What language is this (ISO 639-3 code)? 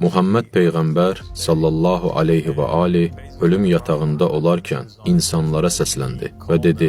aze